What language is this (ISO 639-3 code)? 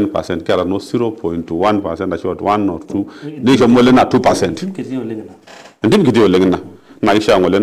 mas